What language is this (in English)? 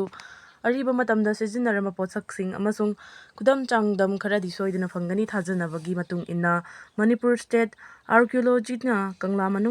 Manipuri